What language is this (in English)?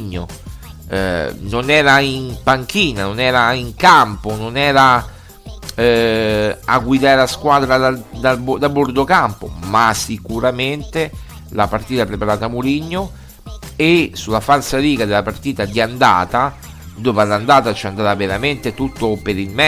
Italian